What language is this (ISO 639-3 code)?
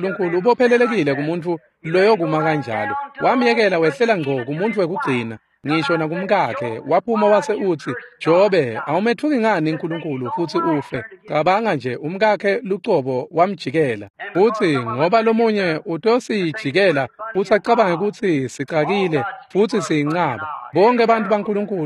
ssw